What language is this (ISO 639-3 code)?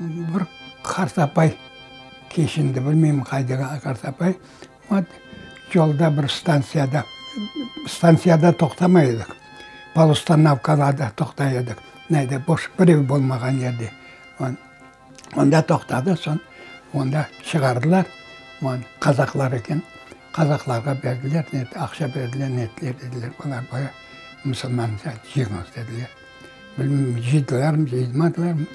crh